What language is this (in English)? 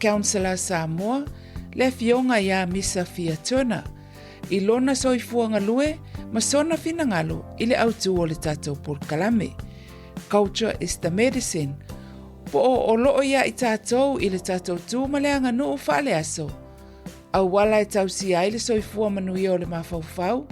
Samoan